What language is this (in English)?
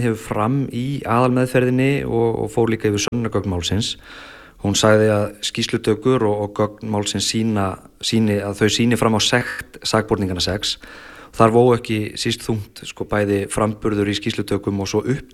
Icelandic